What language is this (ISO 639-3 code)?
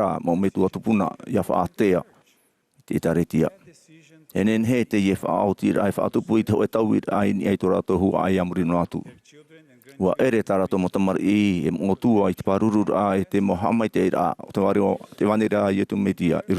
tah